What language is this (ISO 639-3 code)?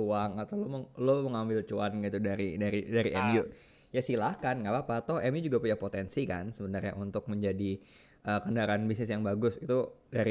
ind